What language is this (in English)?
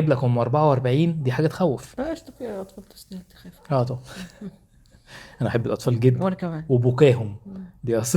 Egyptian Arabic